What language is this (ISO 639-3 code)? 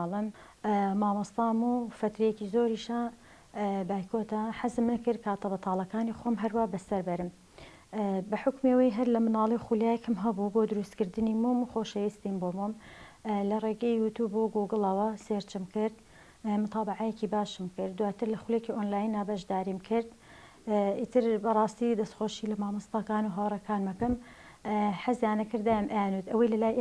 ckb